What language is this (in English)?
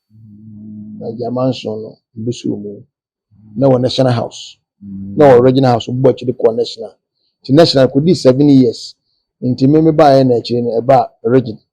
Akan